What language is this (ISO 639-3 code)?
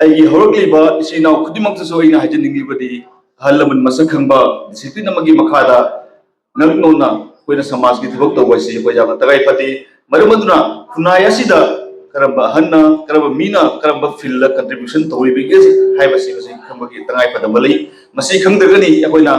mni